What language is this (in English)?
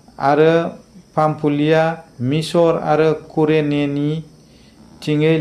Bodo